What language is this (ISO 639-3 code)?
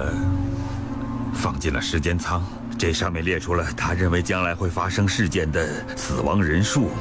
zho